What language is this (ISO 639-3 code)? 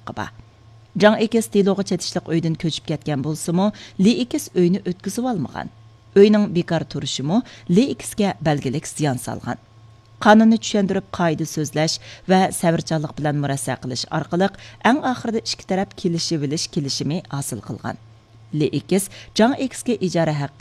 uig